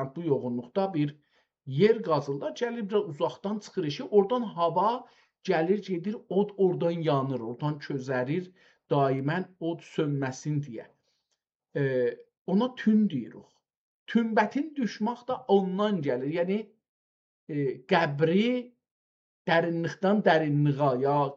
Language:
South Azerbaijani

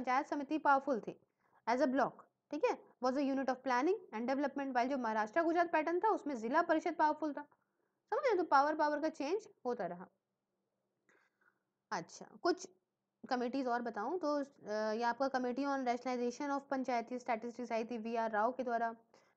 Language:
Hindi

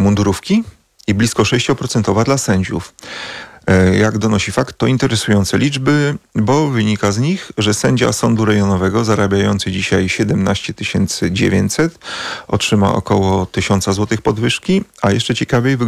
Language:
Polish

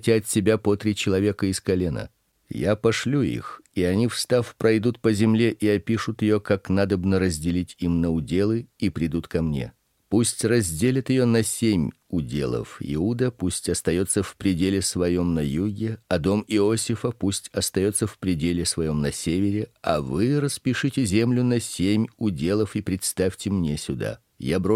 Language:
Russian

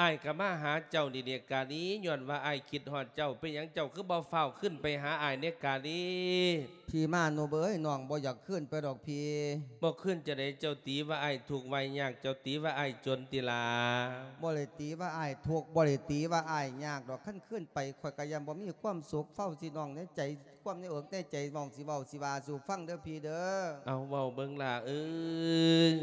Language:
Lao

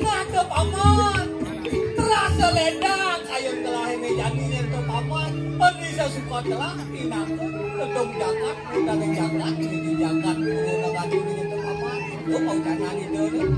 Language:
Balinese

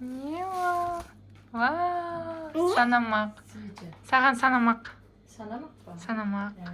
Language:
Kazakh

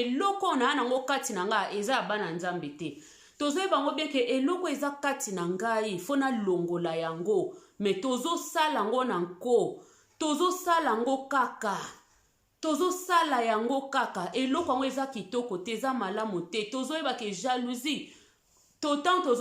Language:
Lingala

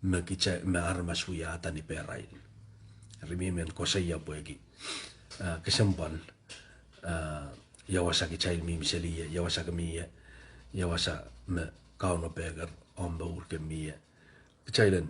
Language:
Pohnpeian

